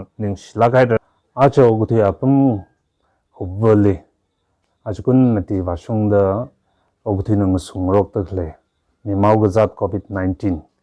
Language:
Tangkhul Naga (India)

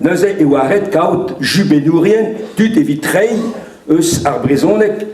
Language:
Breton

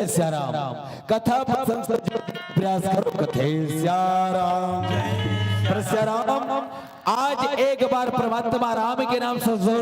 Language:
Chhattisgarhi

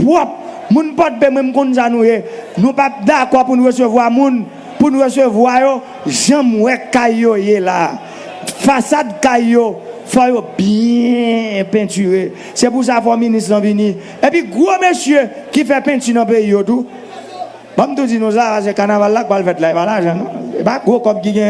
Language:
Haitian Creole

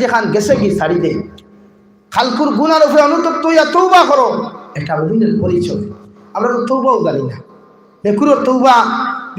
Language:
Sylheti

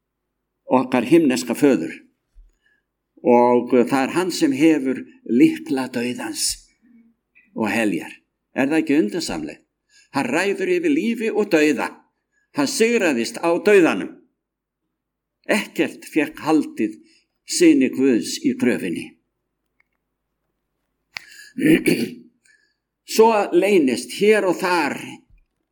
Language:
Icelandic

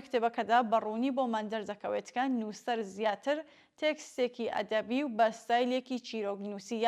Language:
Central Kurdish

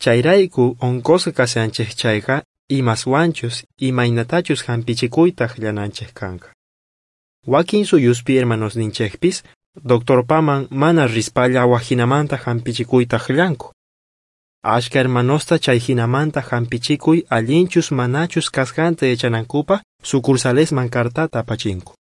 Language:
South Bolivian Quechua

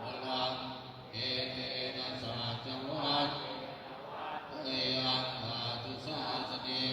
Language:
Pali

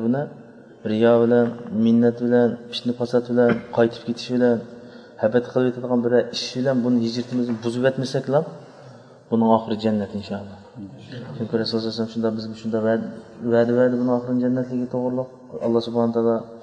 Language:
Uyghur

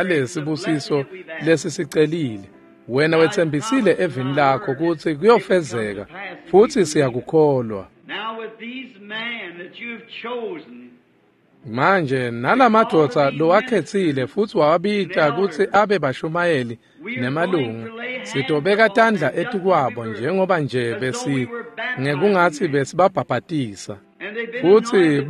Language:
Swati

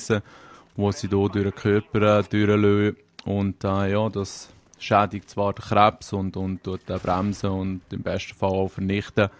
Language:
Swiss German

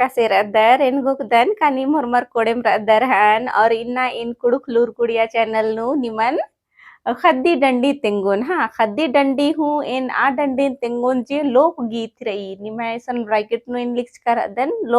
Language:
Kurukh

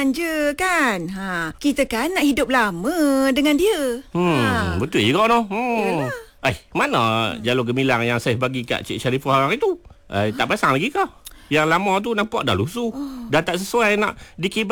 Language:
Malay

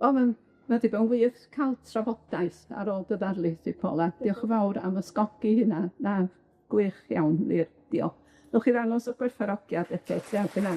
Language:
Welsh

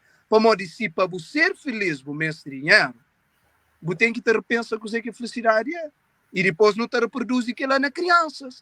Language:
Kabuverdianu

